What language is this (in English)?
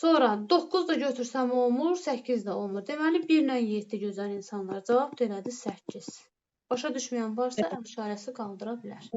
Azerbaijani